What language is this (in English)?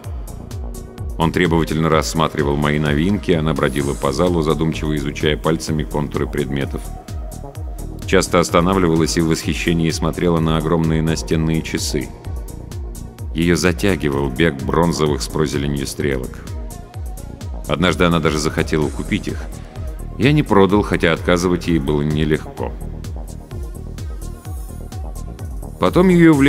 Russian